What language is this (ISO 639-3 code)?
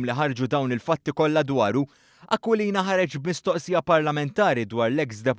mlt